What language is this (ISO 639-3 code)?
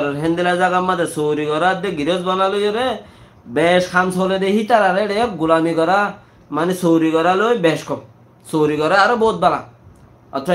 rhg